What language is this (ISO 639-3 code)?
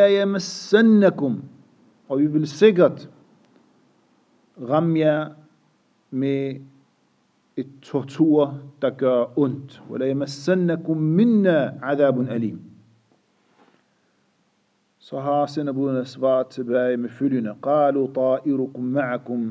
dan